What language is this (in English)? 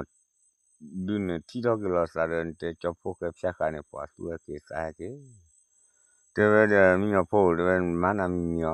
S'gaw Karen